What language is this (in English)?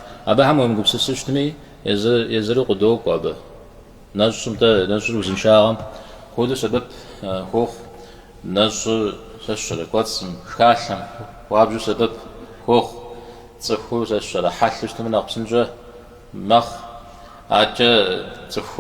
Kabardian